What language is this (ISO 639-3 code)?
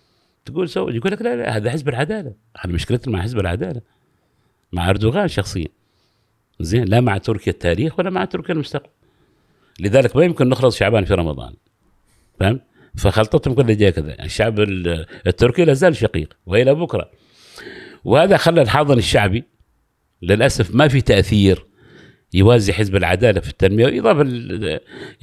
afb